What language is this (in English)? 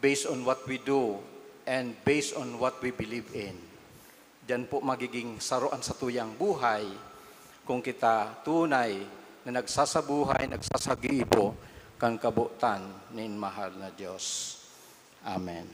Bikol